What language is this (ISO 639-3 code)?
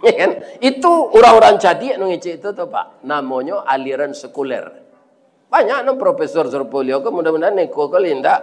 min